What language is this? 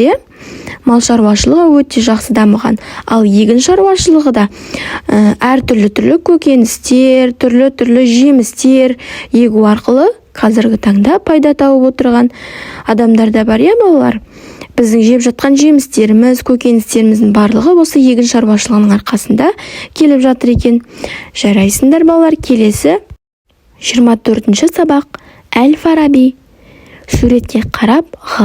Kazakh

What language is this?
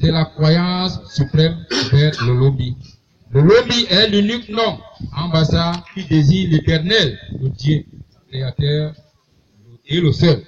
Basaa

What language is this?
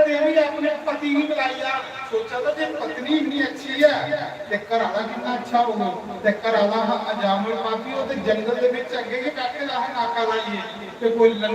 Dogri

